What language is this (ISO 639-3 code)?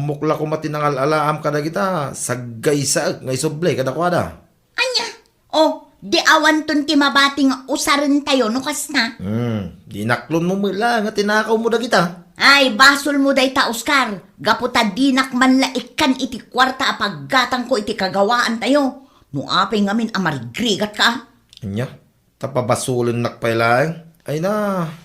ilo